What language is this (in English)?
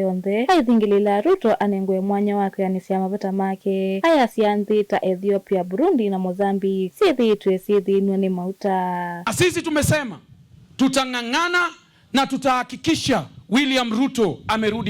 Kamba